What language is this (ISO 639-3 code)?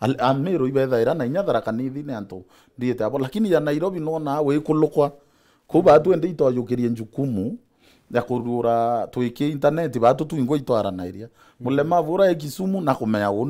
mer